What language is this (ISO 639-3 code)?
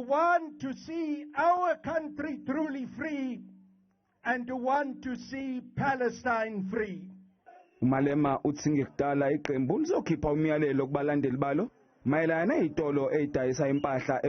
zul